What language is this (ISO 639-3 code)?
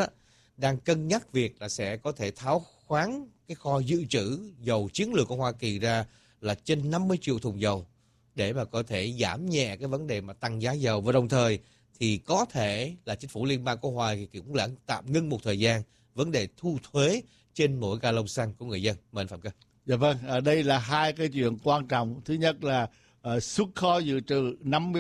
vie